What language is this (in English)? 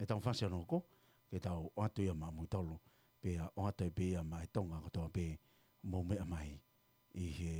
Tongan